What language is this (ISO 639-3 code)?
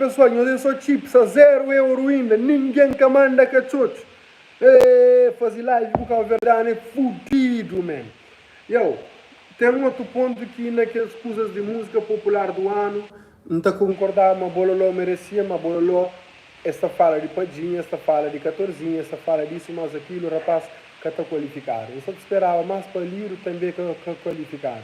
kea